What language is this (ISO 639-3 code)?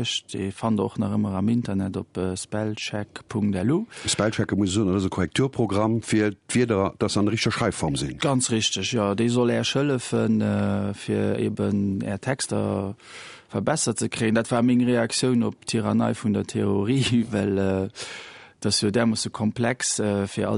ltz